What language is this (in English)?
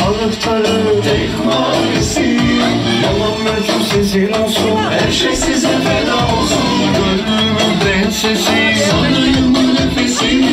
Turkish